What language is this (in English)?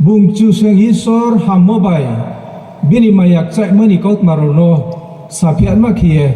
Riang (India)